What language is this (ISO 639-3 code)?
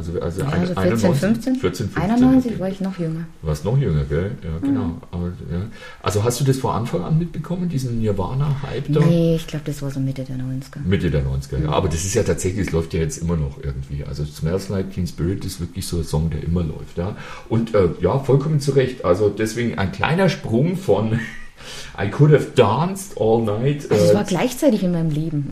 deu